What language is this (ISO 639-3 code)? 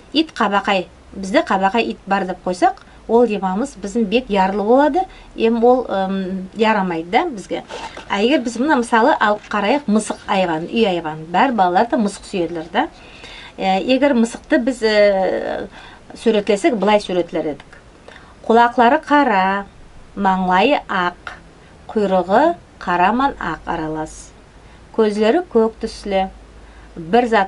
nog